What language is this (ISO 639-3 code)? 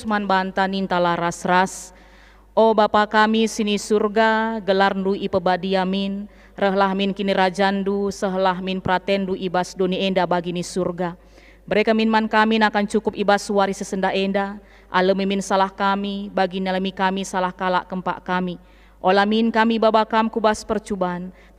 btx